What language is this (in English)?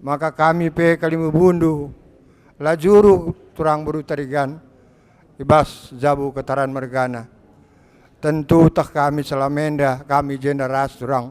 Batak Karo